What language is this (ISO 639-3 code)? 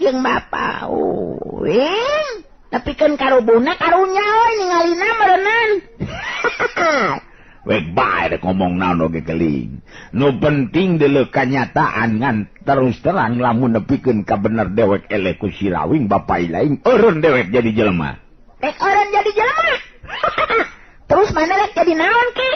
sun